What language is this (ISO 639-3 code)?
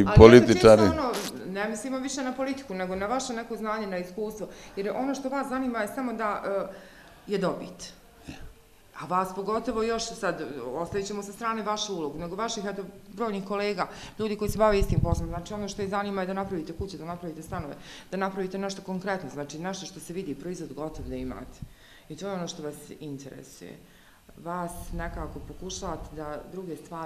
bos